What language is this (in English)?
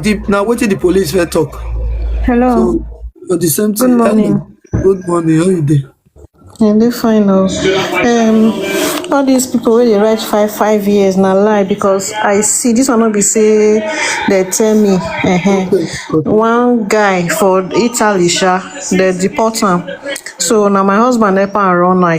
Nigerian Pidgin